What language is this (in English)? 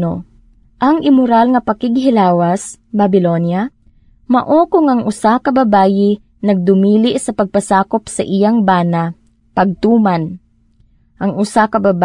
Cebuano